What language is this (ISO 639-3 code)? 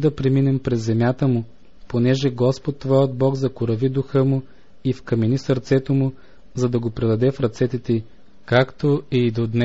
bul